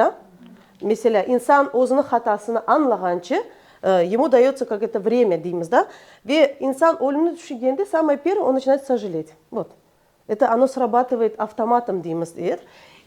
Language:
Crimean Tatar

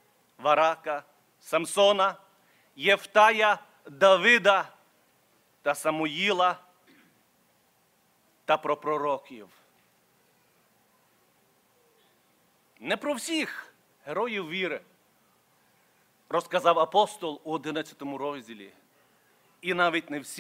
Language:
Ukrainian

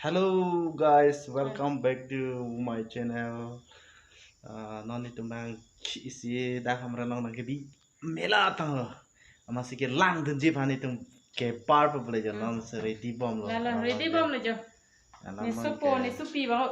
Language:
Karbi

